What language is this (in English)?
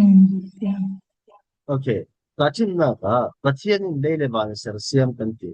Falam Chin